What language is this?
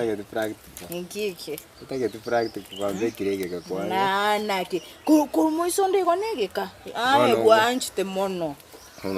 Gusii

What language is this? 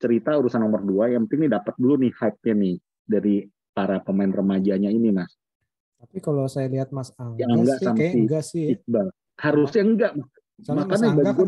Indonesian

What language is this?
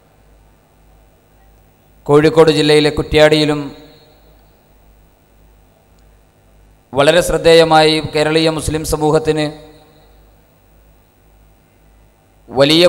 Malayalam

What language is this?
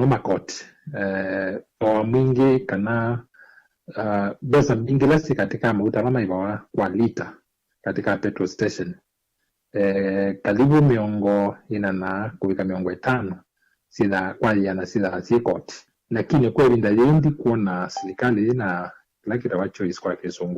Kamba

